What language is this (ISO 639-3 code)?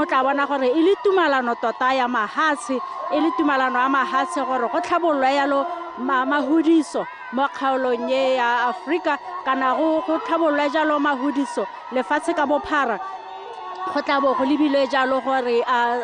tsn